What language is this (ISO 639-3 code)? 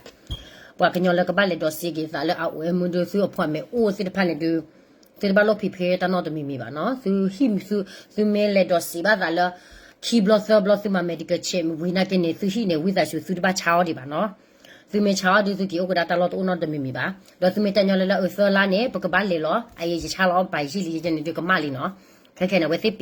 ksw